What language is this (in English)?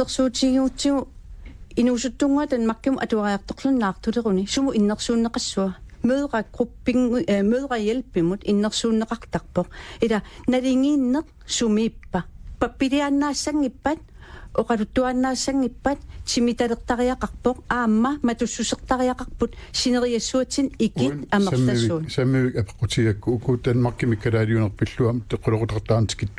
Kalaallisut